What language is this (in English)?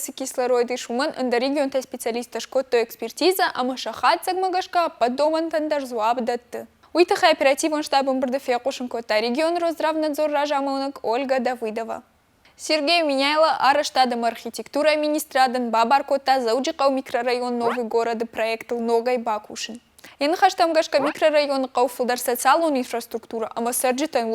Ossetic